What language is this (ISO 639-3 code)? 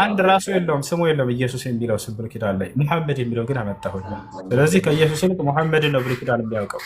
amh